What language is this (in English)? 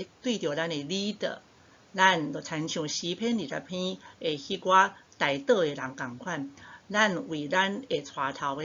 Min Nan Chinese